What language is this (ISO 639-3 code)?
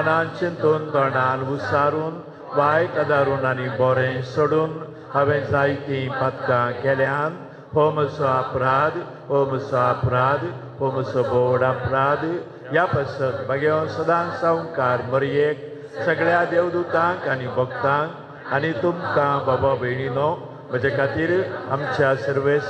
kok